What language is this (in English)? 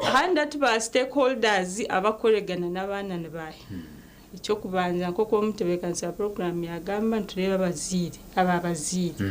Nyankole